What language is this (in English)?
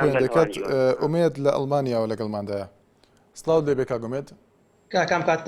Central Kurdish